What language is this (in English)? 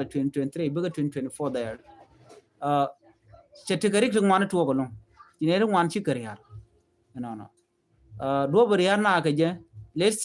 Nuer